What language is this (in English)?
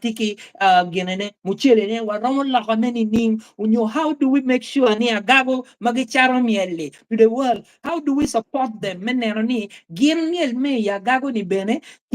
Acoli